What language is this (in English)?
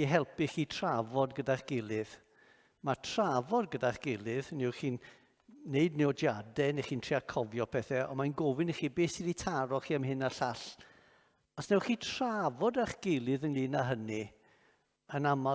Welsh